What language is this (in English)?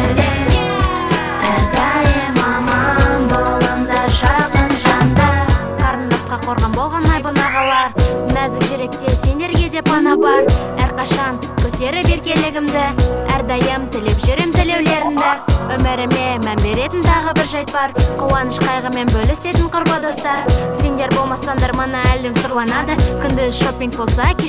Kazakh